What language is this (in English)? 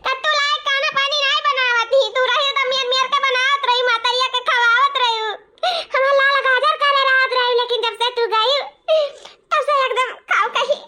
Awadhi